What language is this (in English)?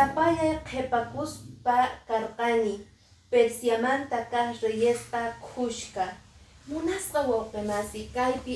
Quechua